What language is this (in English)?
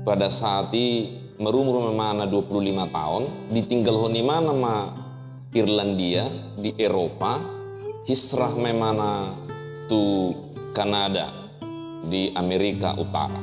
Batak Toba